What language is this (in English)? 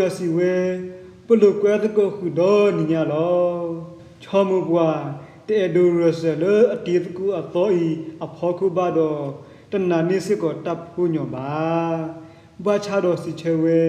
S'gaw Karen